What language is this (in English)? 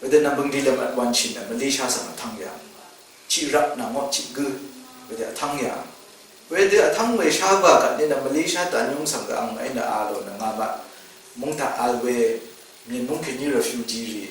Rawang